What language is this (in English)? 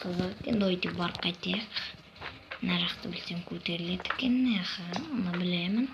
Kazakh